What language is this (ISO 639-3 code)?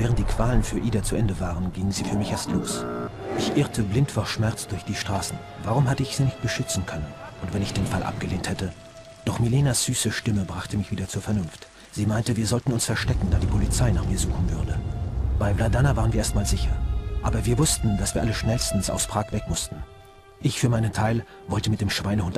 bar